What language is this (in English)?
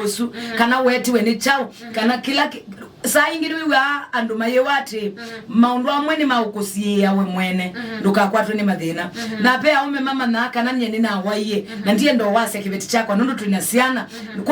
Kamba